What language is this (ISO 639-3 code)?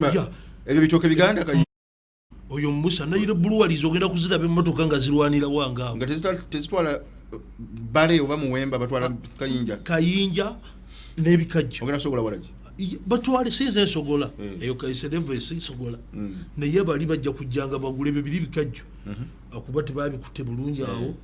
lug